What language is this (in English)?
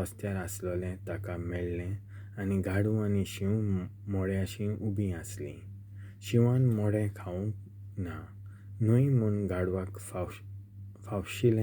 Konkani